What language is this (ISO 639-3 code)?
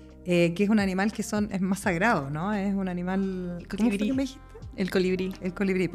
spa